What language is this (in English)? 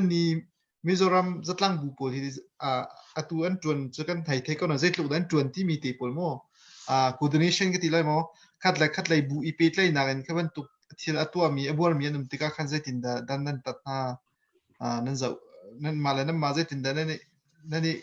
Hakha Chin